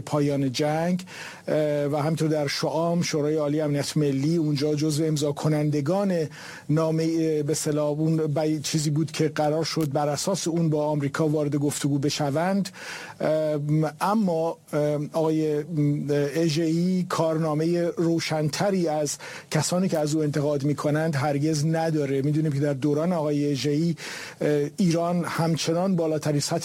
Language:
Persian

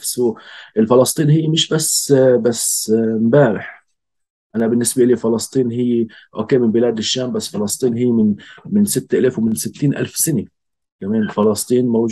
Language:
North Levantine Arabic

